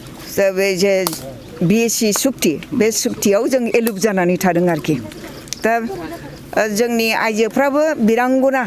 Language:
Bodo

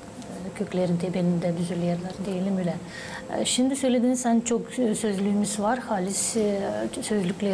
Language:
Gagauz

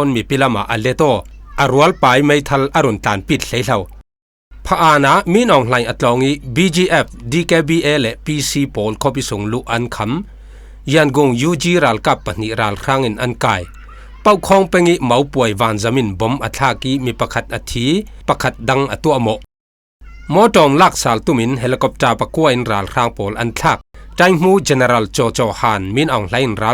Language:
Falam Chin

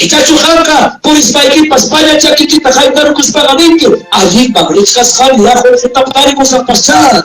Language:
Ayacucho Quechua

